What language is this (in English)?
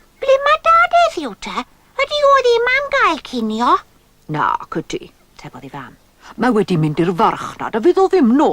Welsh